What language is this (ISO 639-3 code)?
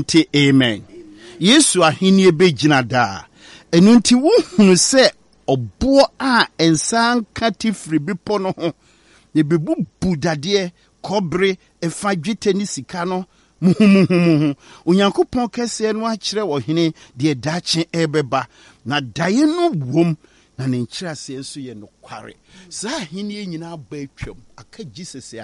aka